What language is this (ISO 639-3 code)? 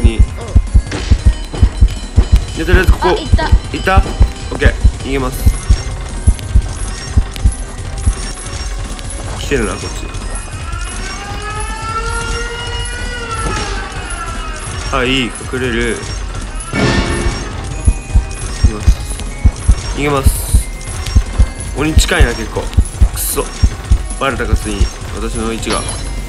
jpn